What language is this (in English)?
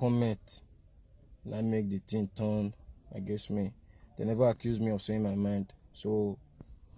Nigerian Pidgin